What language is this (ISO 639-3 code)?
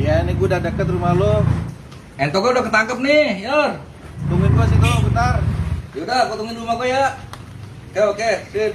bew